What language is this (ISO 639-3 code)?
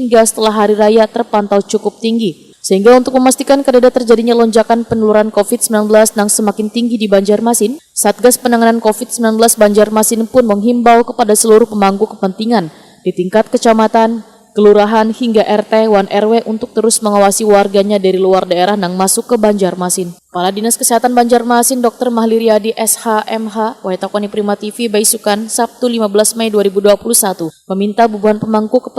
bjn